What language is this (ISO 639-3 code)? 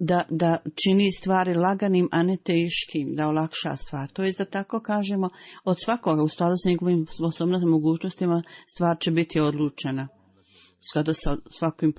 bos